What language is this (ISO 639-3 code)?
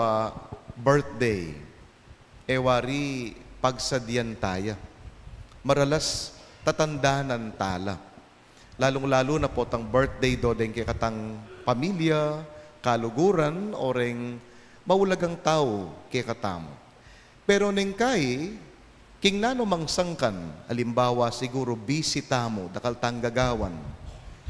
pam